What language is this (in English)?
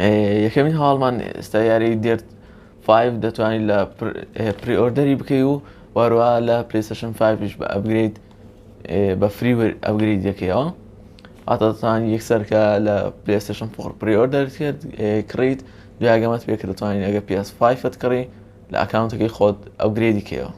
Central Kurdish